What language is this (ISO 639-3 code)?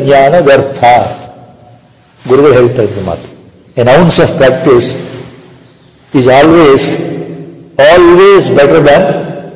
kan